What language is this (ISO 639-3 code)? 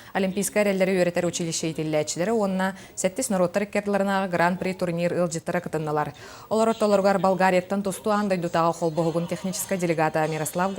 sah